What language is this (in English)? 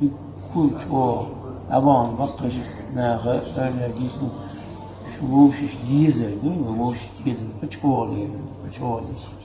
Chechen